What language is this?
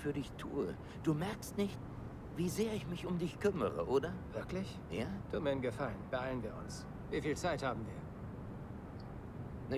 Bavarian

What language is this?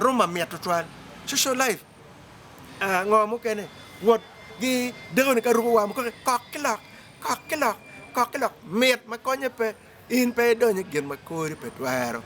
Acoli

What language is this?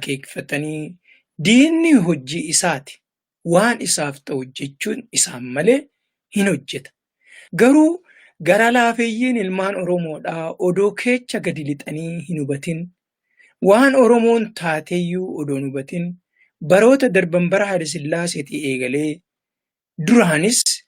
Oromo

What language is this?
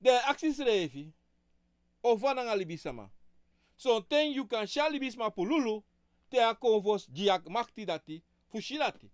Sranan Tongo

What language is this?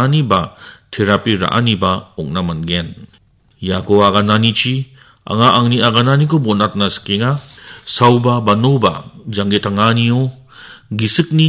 Garo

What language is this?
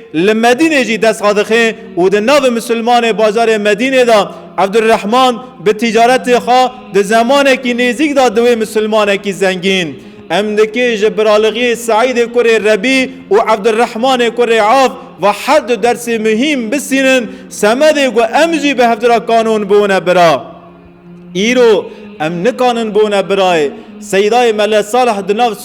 Kurdish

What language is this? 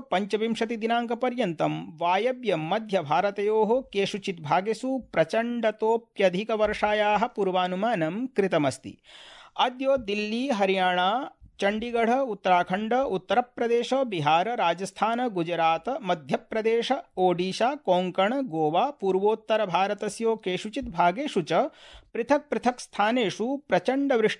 Sanskrit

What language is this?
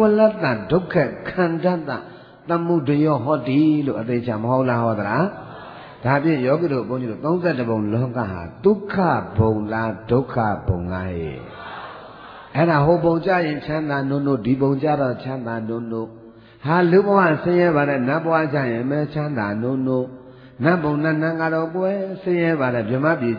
Burmese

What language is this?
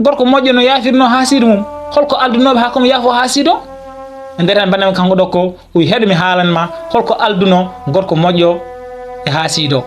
Fula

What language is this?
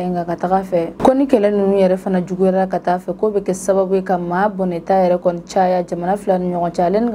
Bambara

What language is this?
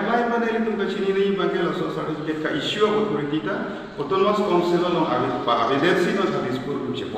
Karbi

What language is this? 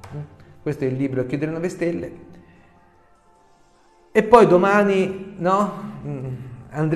Italian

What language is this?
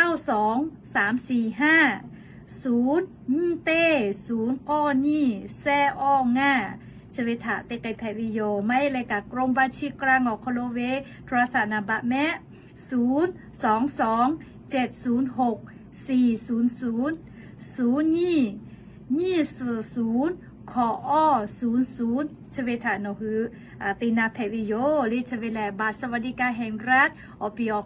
Lahu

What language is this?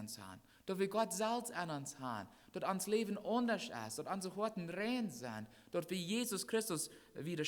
Plautdietsch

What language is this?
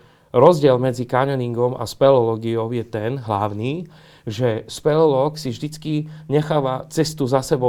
Slovak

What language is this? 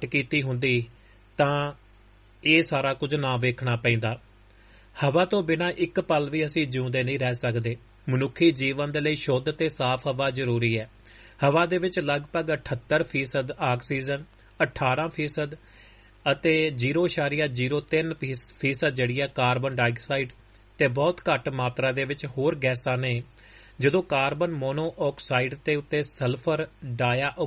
Punjabi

